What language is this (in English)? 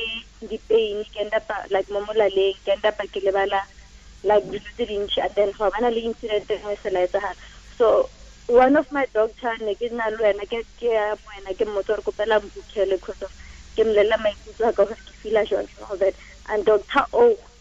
Tswana